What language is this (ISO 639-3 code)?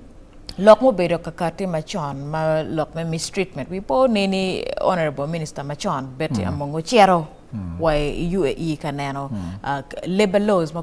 ach